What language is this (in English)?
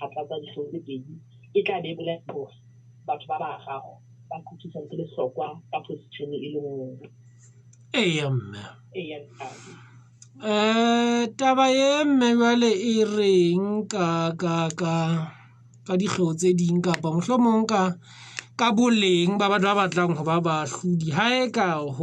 Southern Sotho